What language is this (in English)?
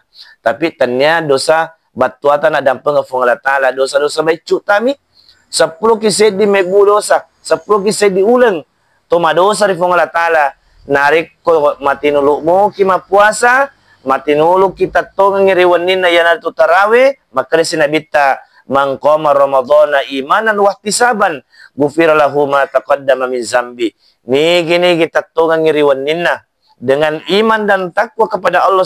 Buginese